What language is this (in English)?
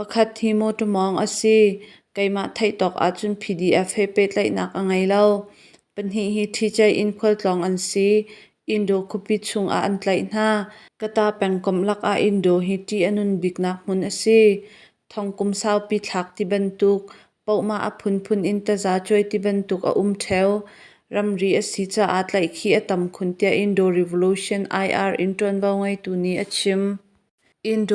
Hakha Chin